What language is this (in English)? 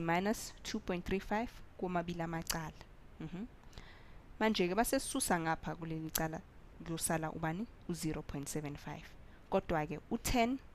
Zulu